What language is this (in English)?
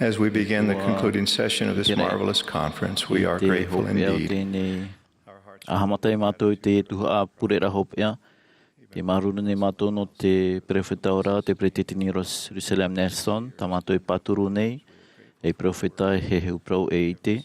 Tahitian